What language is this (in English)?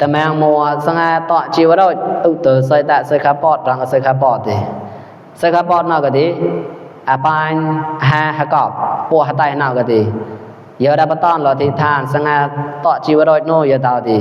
Mon